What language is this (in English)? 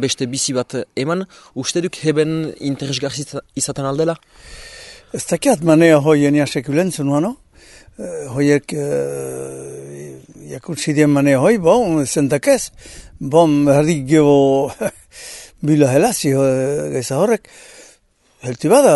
Basque